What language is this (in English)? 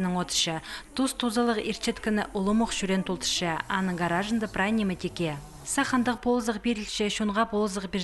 Khakas